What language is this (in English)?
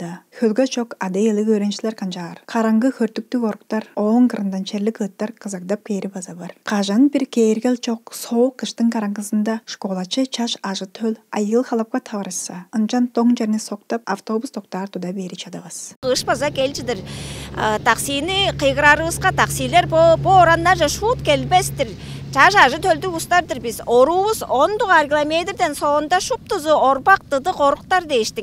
Tuvinian